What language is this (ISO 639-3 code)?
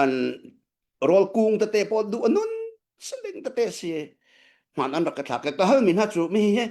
cnh